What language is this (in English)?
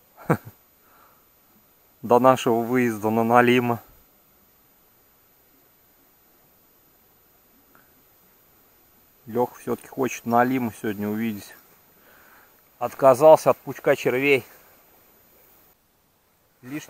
Russian